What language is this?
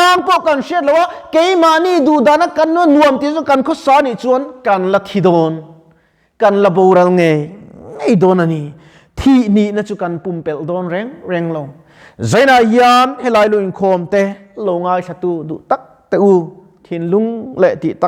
Mizo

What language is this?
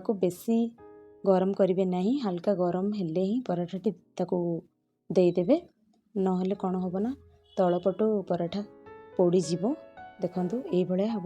Odia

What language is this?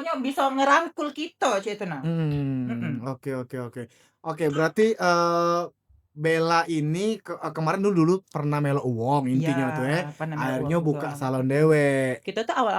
Musi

